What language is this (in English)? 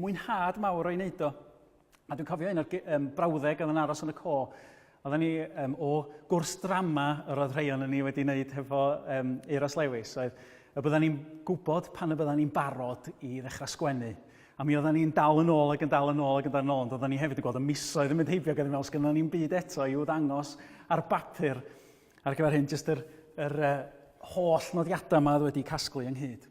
Welsh